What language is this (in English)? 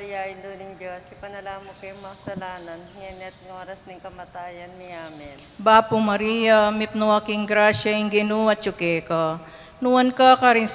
Pampanga